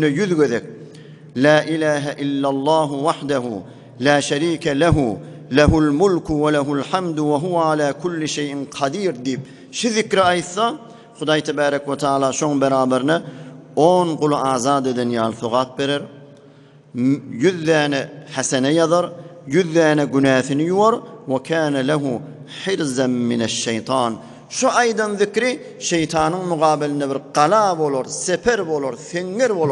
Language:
Turkmen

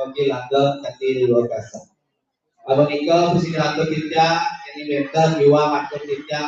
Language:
Balinese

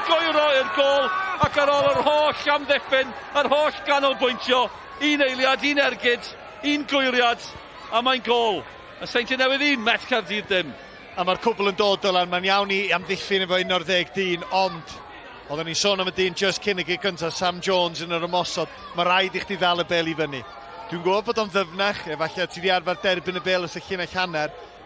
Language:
Welsh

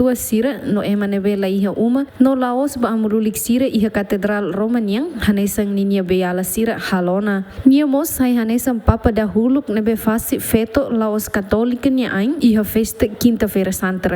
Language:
Tetum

